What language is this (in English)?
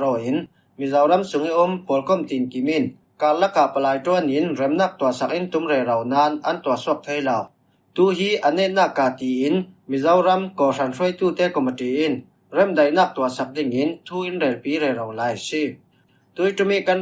Falam Chin